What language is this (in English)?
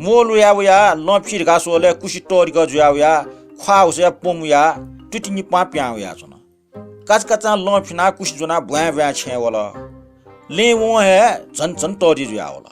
Newari